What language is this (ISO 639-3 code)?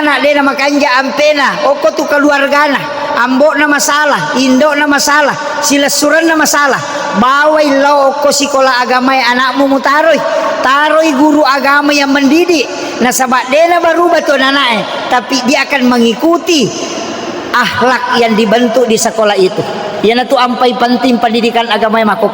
bug